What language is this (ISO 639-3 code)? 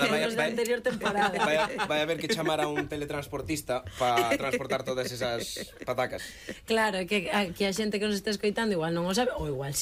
glg